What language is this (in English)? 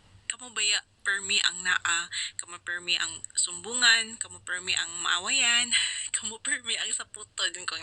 Cebuano